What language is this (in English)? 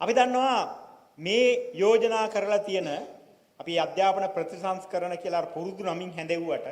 Sinhala